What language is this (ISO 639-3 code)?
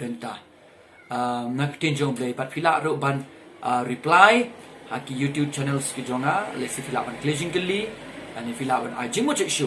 kha